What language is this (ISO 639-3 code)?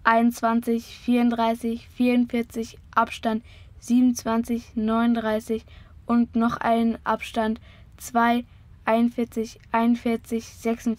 deu